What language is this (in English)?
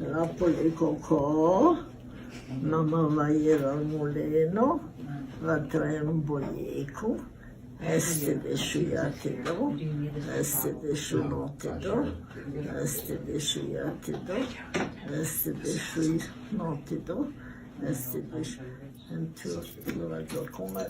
Ladino